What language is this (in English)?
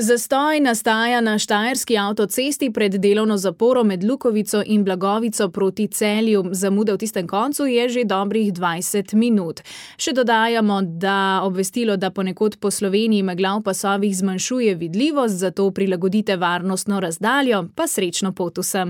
Slovenian